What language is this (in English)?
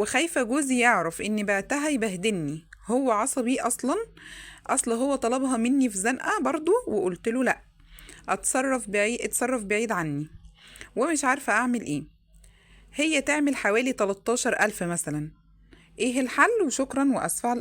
Egyptian Arabic